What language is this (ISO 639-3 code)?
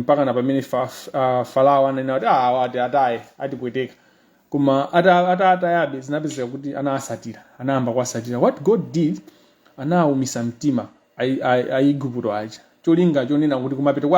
nya